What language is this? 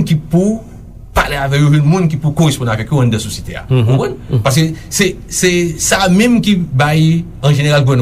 Haitian Creole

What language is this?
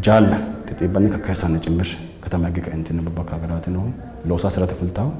Sidamo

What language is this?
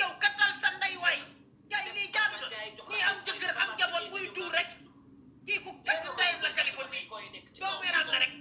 Wolof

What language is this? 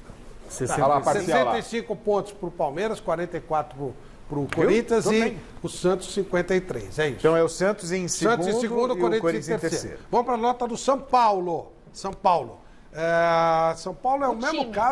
Portuguese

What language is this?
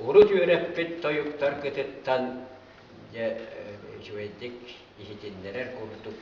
Yakut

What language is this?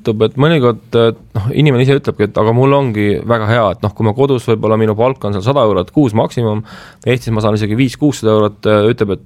Estonian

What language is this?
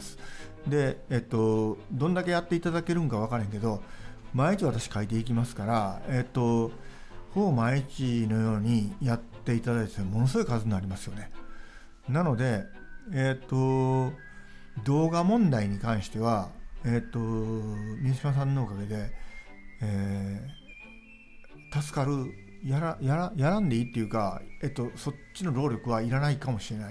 Japanese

